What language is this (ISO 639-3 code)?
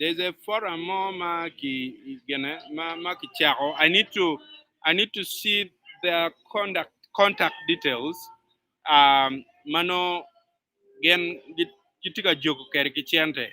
ach